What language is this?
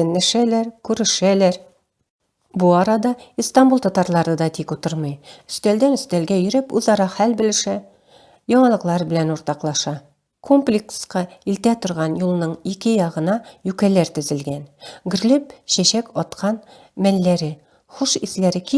Tatar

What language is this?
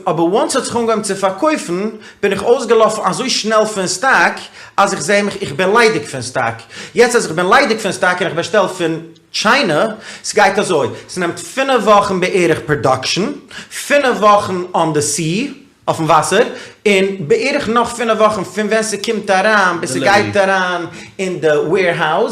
Yiddish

